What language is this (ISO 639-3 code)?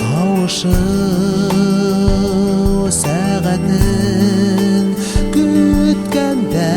bak